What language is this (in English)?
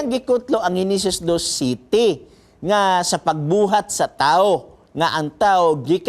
Cebuano